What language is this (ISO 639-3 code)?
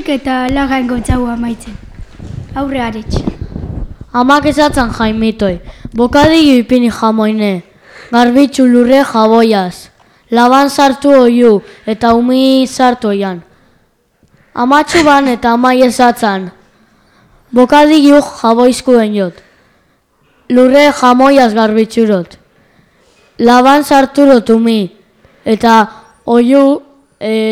eus